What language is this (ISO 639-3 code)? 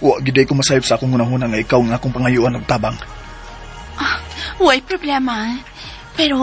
ceb